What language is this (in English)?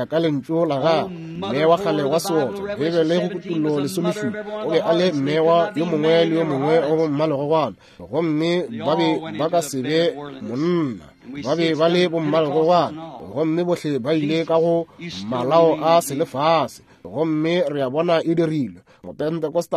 Northern Sotho